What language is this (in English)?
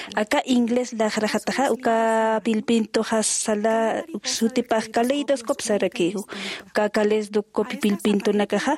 Aymara